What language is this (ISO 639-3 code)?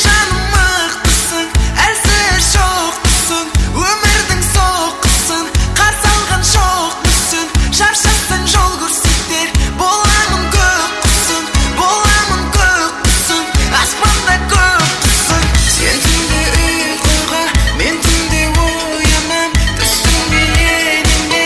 kaa